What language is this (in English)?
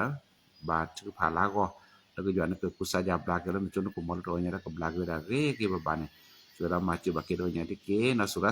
S'gaw Karen